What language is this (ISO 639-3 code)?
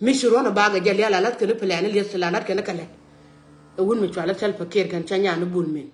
nus